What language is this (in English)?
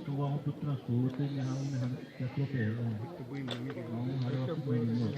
Xavánte